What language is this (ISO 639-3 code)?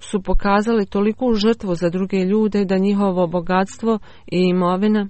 bos